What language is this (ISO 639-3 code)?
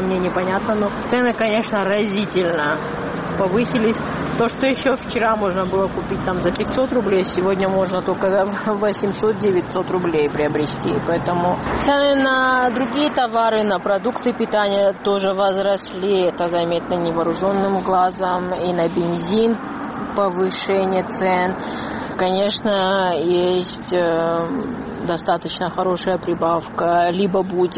rus